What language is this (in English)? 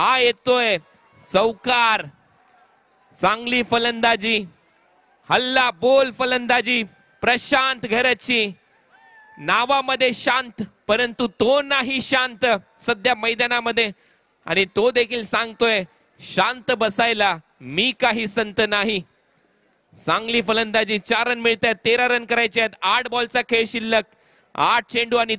Marathi